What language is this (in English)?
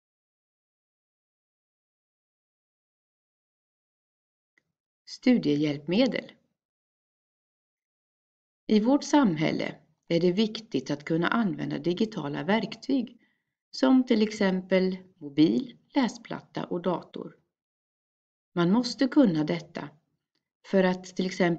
Swedish